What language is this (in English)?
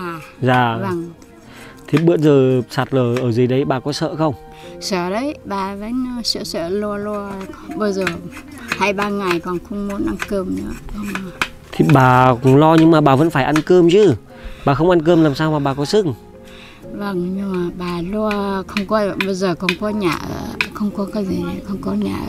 Vietnamese